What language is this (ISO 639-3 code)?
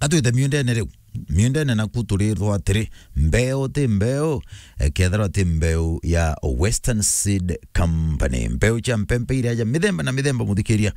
mer